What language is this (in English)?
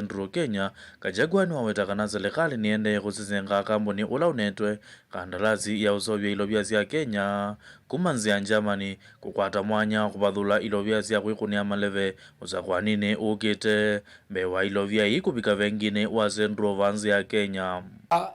Kamba